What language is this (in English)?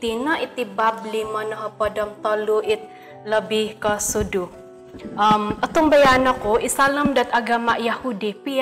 Central Dusun